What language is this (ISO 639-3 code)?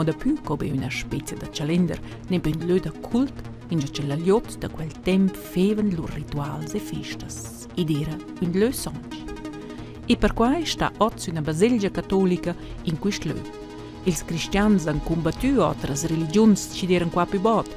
roh